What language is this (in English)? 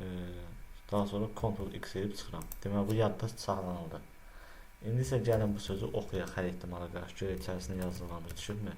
Azerbaijani